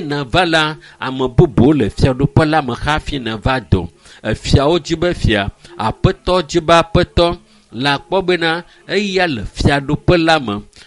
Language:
Ewe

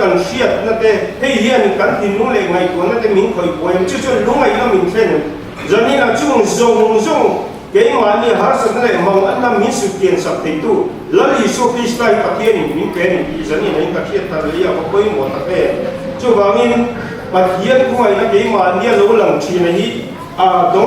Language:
Mizo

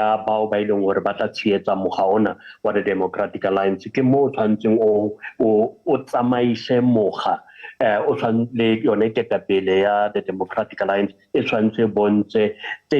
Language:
Southern Sotho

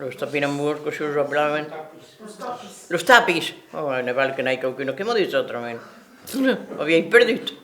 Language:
Occitan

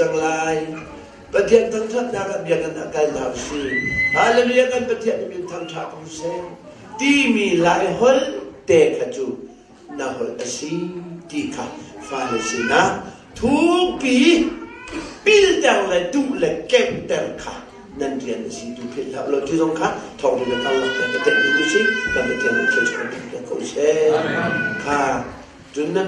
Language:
Hakha Chin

